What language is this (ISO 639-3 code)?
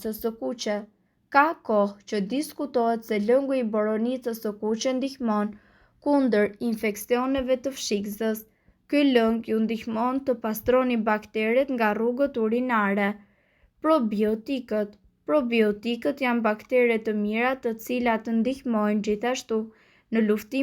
sqi